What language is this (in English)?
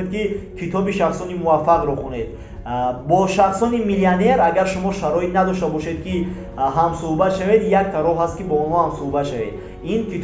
Tajik